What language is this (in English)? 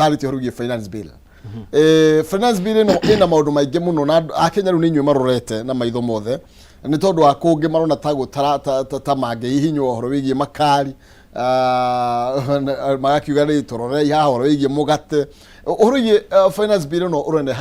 Kikuyu